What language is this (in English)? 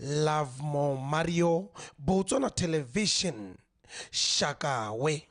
Tswana